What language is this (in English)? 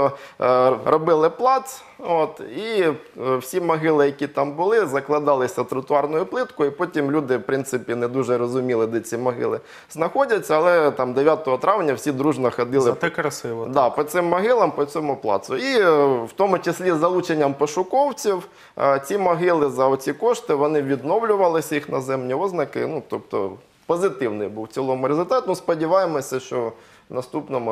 Ukrainian